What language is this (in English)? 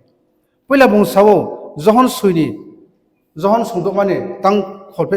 Riang (India)